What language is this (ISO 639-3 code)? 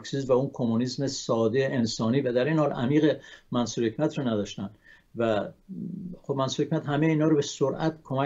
fas